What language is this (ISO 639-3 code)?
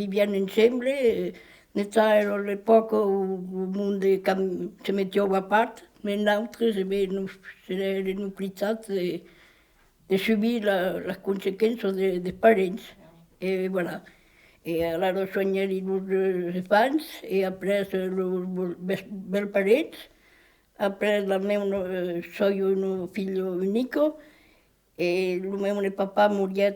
oci